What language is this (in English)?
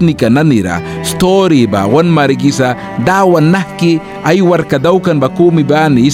Mískito